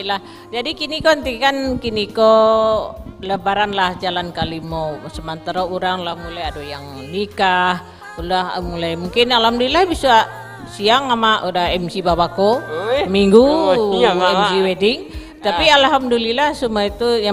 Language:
Minangkabau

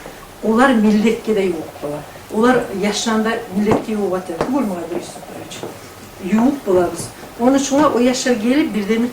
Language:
Kumyk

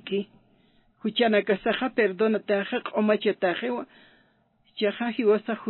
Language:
Aymara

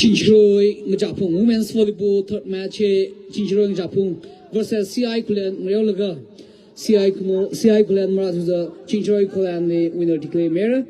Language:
Tangkhul Naga (India)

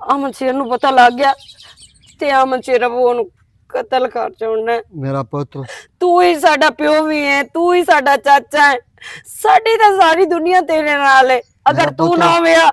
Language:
Western Panjabi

